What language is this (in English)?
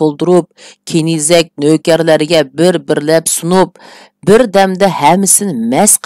Uyghur